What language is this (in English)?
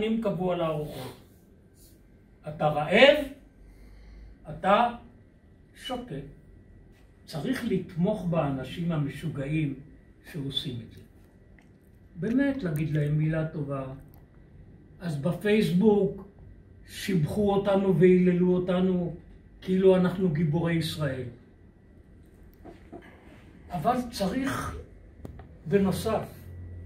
Hebrew